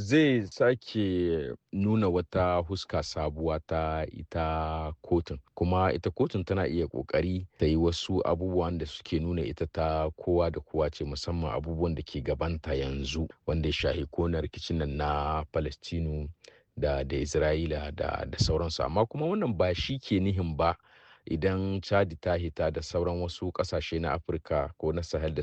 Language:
Hausa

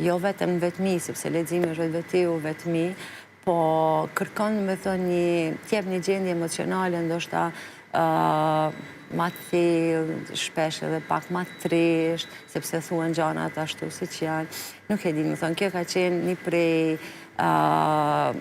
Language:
Albanian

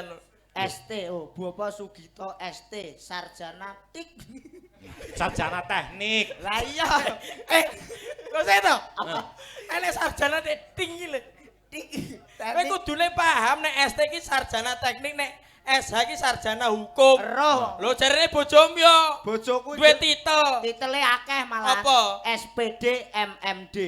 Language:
Javanese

